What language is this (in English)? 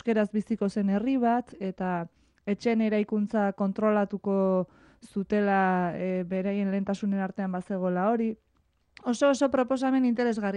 Basque